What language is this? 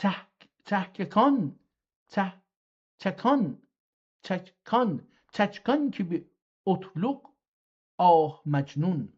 South Azerbaijani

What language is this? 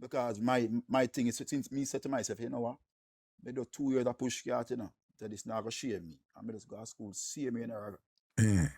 Jamaican Creole English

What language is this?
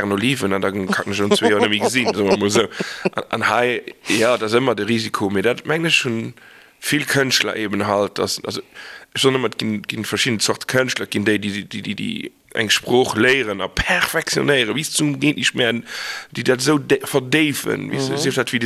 Luxembourgish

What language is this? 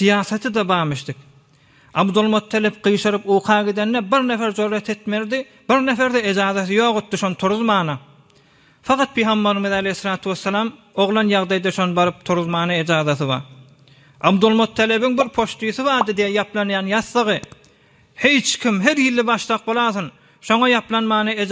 Turkmen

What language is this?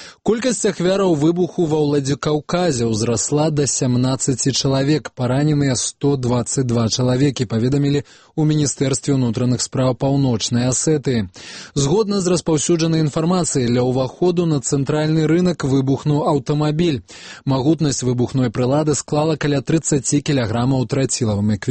Belarusian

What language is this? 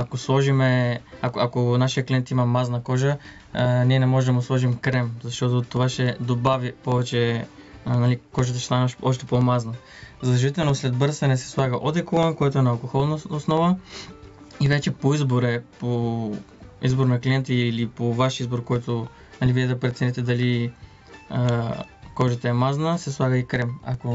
Bulgarian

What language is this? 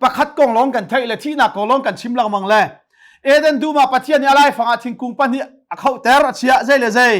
Hakha Chin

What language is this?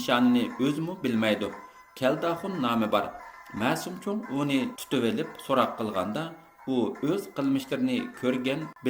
Uyghur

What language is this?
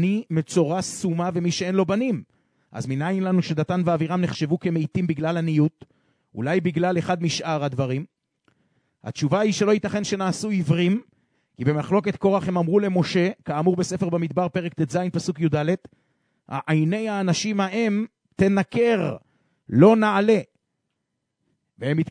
Hebrew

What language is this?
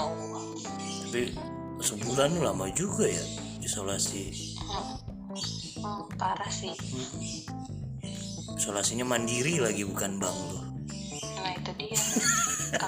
Indonesian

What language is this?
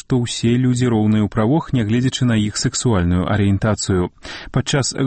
Belarusian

